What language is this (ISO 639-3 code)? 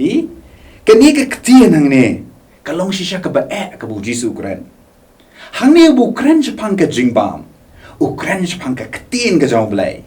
kha